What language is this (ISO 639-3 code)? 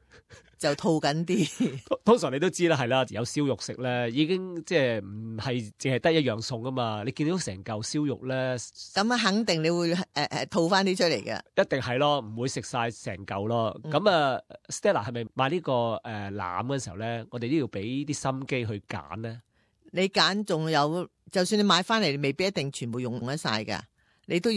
yue